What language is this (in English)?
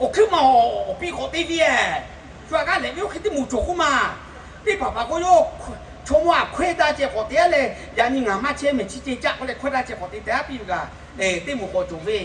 Lahu